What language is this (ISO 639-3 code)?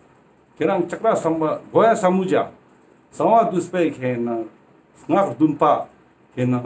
lbj